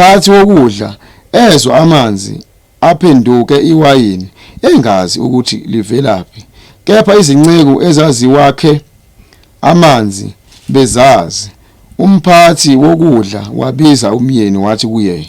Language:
Zulu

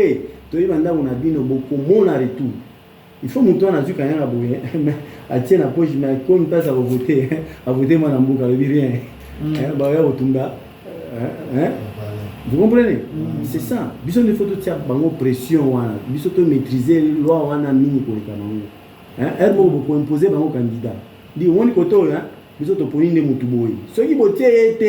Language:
Lingala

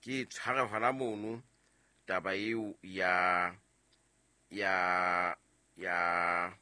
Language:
Southern Sotho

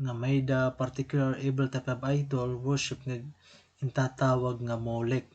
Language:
Waray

